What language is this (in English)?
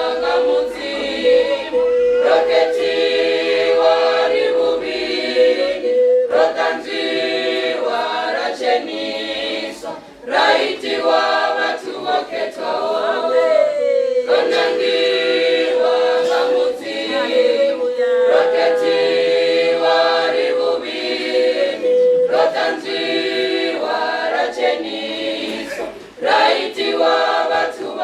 Venda